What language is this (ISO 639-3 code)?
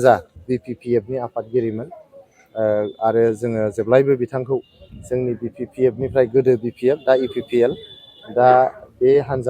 brx